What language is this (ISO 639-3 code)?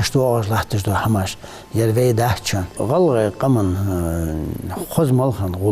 inh